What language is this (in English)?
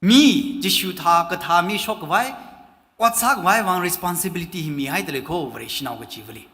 Tangkhul Naga (India)